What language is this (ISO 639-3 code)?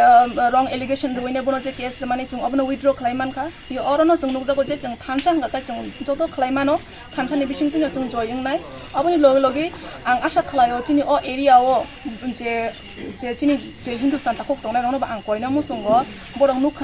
trp